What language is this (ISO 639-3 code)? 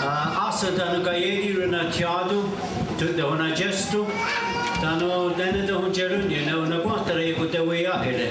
moh